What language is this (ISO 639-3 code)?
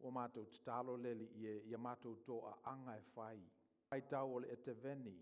smo